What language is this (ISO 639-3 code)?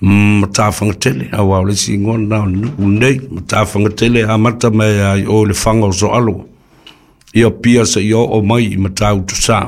smo